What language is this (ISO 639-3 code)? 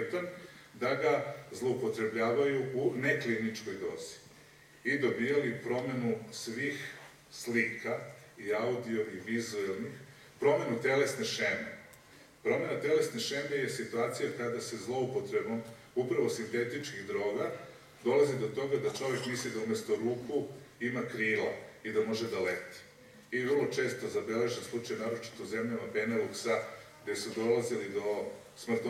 srp